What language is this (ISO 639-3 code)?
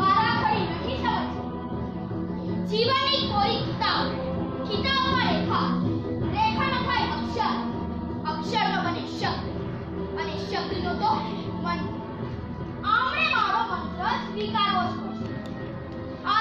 guj